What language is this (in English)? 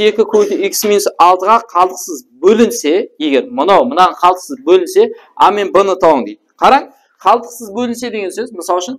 Kara-Kalpak